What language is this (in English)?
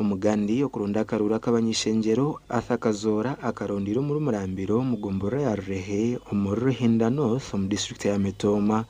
Nyankole